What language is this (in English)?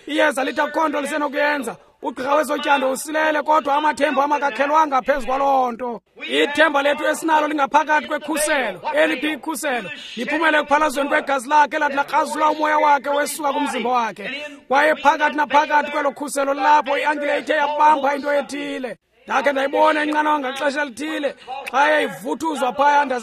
Xhosa